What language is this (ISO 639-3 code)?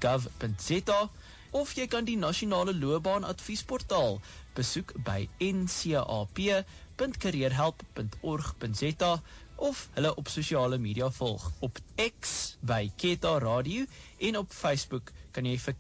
afr